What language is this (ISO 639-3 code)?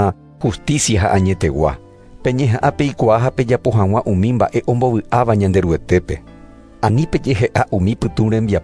grn